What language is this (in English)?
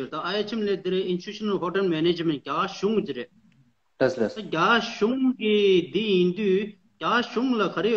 Tibetan